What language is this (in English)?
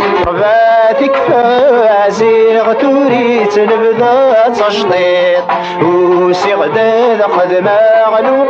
Kabyle